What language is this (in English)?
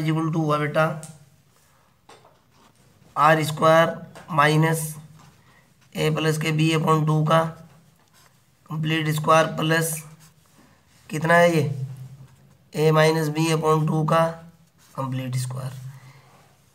Hindi